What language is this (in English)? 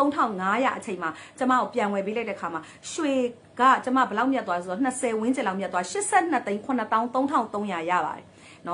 Burmese